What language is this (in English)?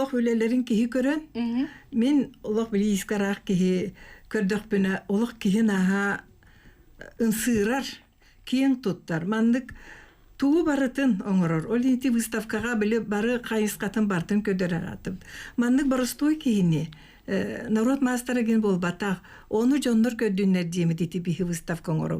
Yakut